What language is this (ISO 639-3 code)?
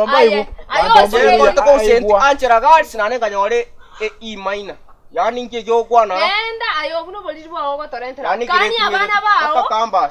guz